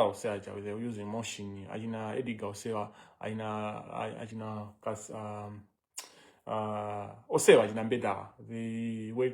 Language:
Nyanja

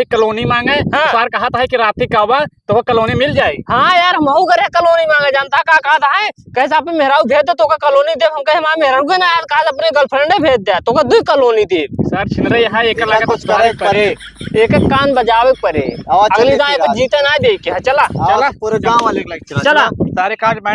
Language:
Awadhi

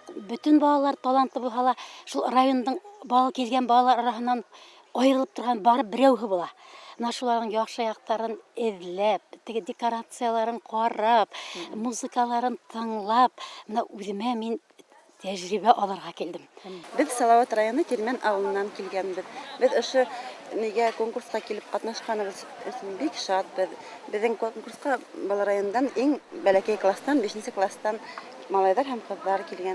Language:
Bashkir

